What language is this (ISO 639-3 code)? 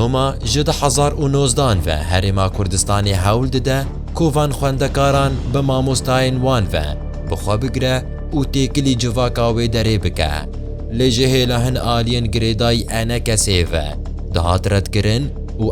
kur